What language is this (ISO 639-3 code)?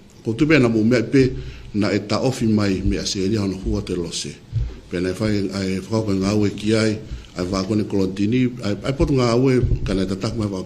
ton